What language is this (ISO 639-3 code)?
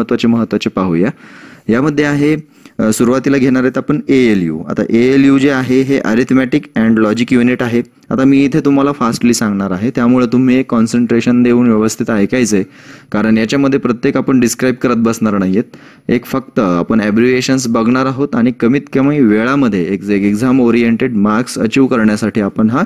mar